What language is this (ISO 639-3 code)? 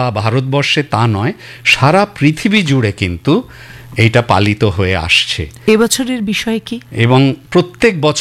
ben